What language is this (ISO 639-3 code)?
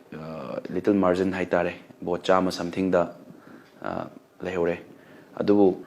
mni